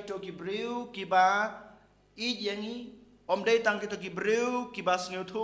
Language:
Khasi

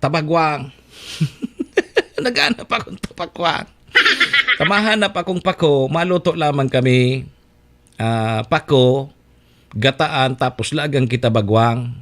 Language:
Bikol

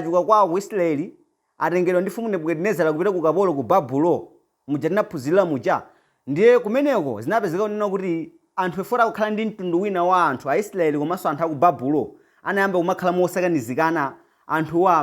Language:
Nyanja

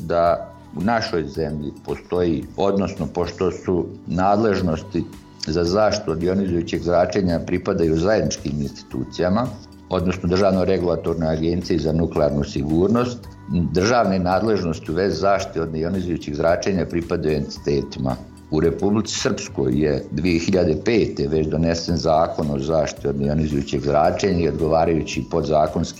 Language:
Bosnian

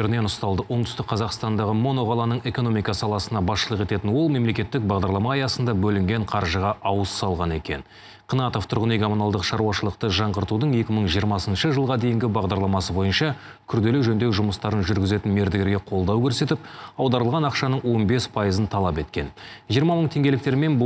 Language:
Kazakh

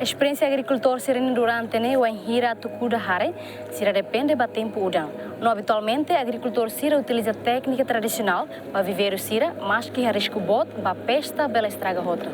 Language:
Tetum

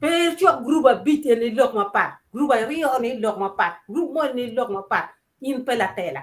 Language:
Acoli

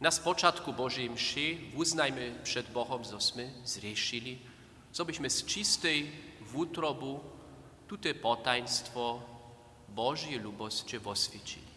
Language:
Upper Sorbian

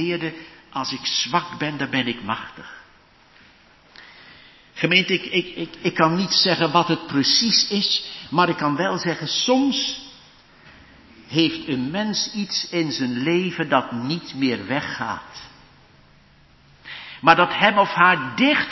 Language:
Dutch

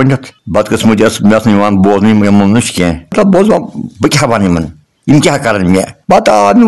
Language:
Kashmiri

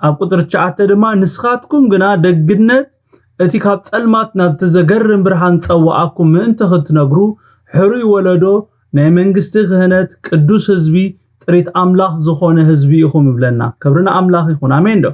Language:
Tigrinya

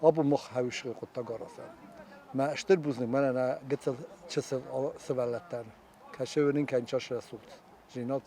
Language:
Ossetic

